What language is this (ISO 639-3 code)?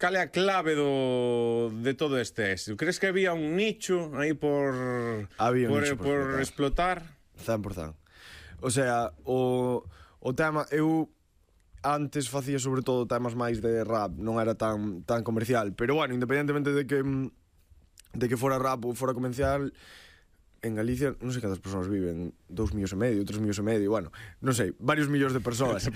glg